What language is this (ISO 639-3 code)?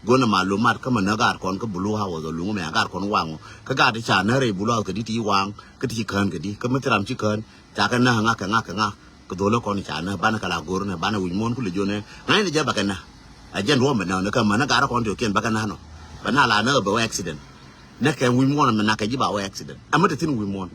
nus